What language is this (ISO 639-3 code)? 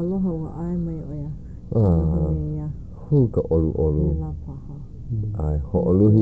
haw